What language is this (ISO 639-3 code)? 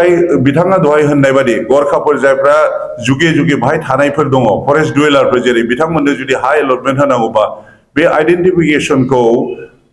brx